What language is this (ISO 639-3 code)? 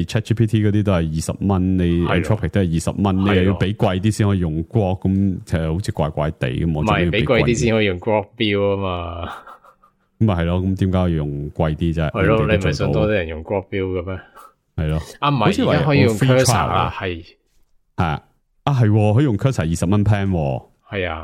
yue